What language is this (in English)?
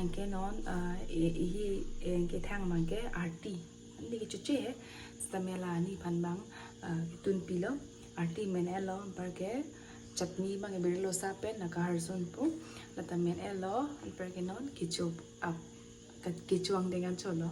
Karbi